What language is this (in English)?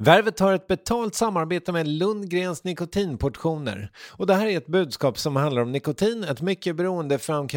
Swedish